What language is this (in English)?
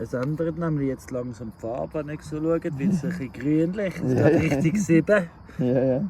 Swiss German